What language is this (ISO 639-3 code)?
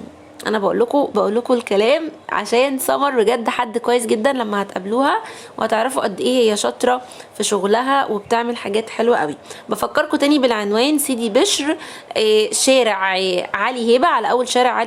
arz